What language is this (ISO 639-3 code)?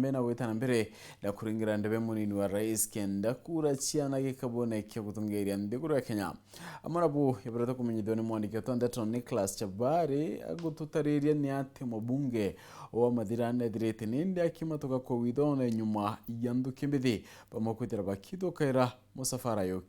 mer